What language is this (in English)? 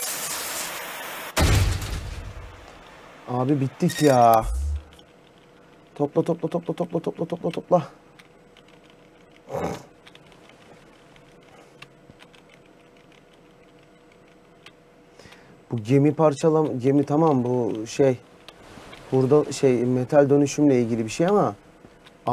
Turkish